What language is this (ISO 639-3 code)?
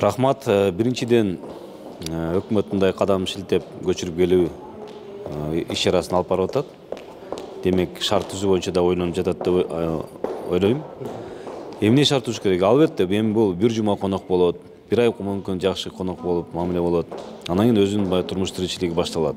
kir